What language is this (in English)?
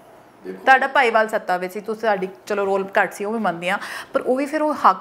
Punjabi